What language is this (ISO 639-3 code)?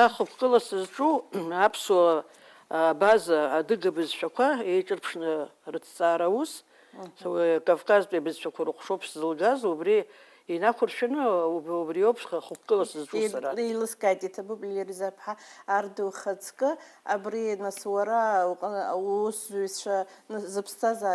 abk